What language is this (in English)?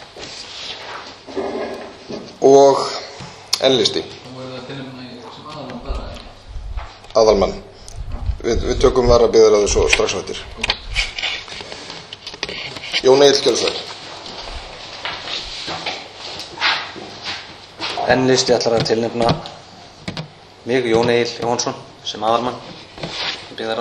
Icelandic